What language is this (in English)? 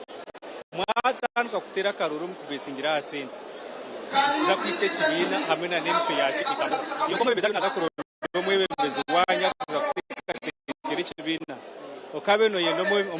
Nyankole